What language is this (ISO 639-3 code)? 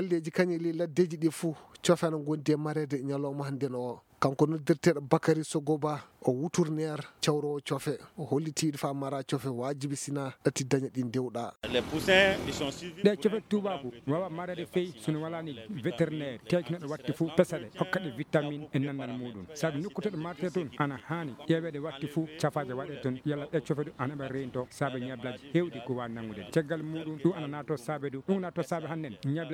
ful